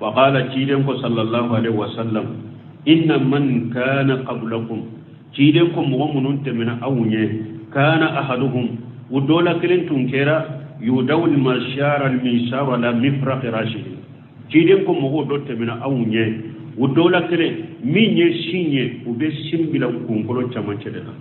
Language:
Bambara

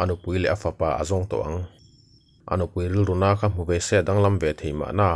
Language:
Mizo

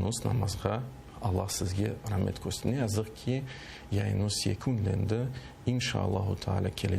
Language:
Crimean Tatar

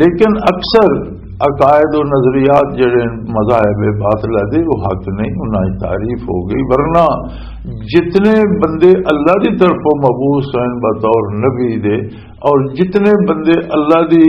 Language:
Western Panjabi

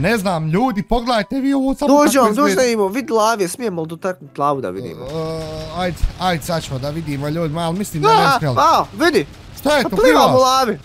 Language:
Bosnian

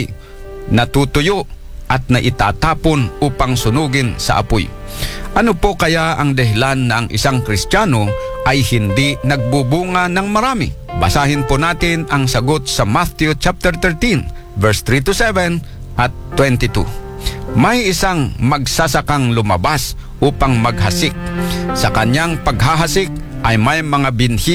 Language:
Filipino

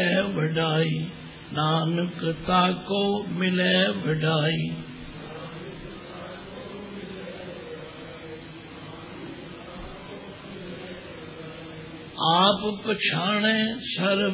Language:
Punjabi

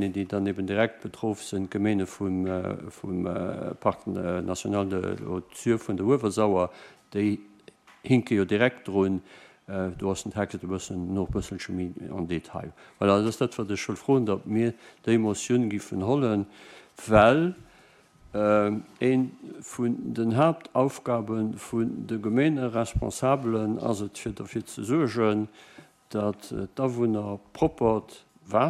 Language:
Luxembourgish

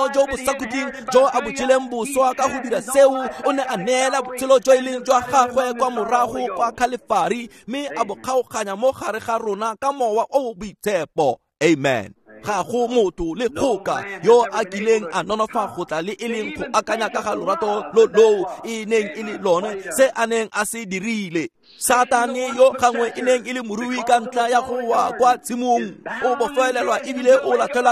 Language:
Tswana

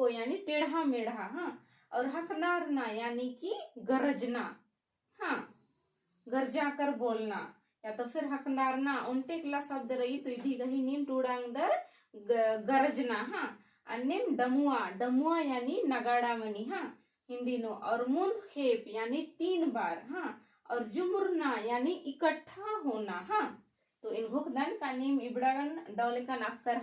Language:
Kurukh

